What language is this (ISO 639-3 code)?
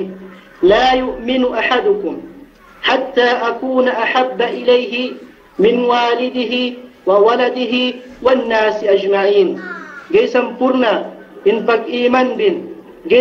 yka